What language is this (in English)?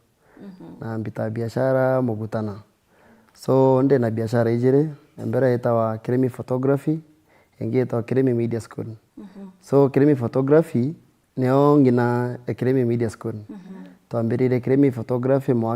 Meru